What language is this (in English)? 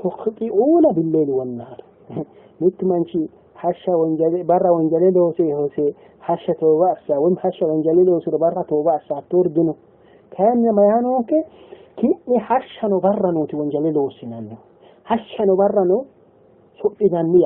Sidamo